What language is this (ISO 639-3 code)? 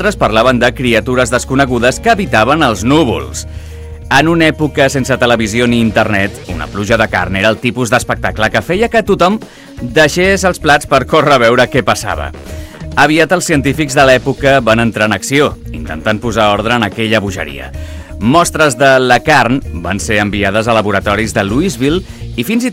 cat